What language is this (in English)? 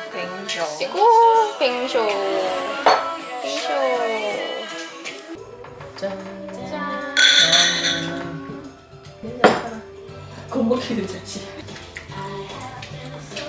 Korean